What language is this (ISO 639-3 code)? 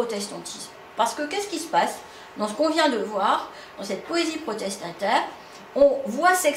fra